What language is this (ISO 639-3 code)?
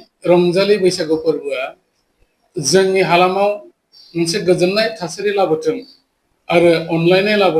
brx